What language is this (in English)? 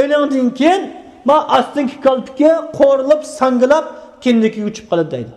Uyghur